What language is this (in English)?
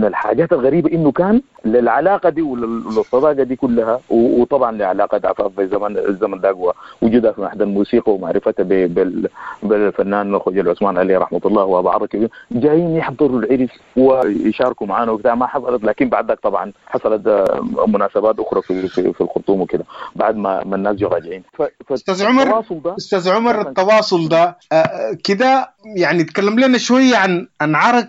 Sudanese Arabic